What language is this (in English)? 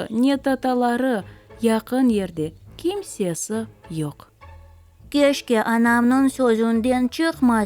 Crimean Tatar